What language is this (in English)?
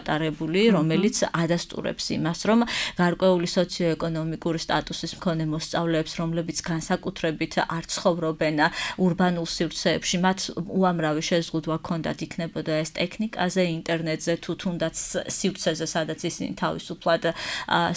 Georgian